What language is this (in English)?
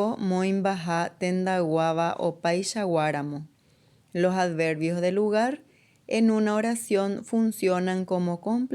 Guarani